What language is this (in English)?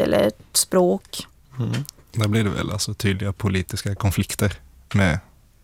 Swedish